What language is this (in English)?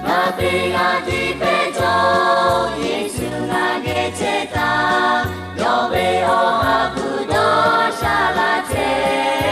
Lahu